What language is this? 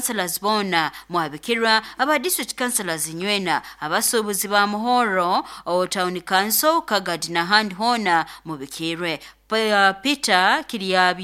Nyoro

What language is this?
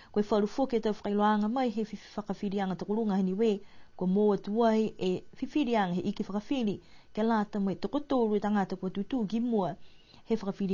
Niuean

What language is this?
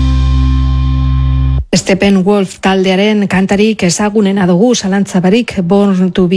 Basque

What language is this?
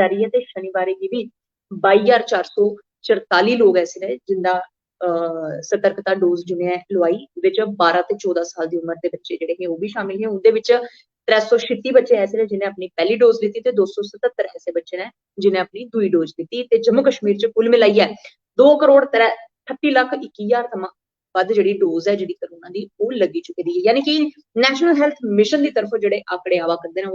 Dogri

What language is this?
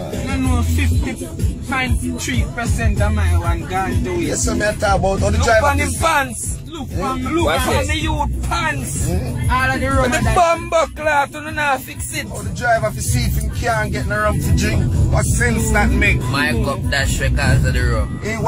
Jamaican Creole English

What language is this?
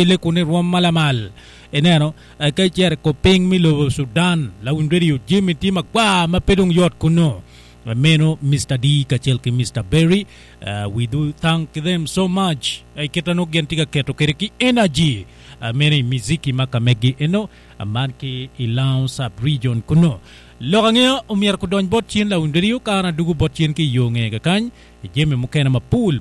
Acoli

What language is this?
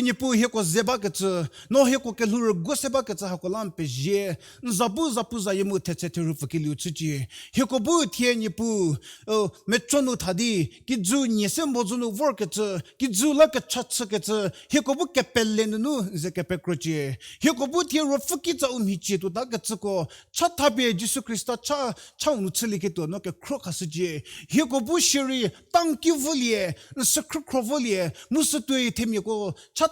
Angami Naga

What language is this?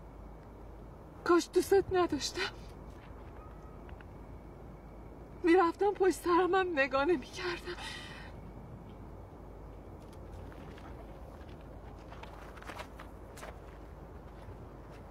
Persian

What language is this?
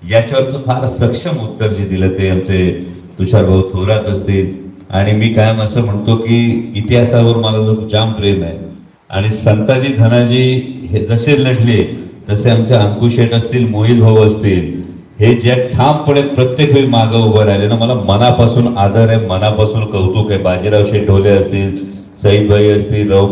Marathi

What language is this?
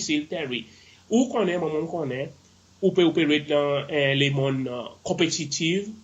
Seselwa Creole French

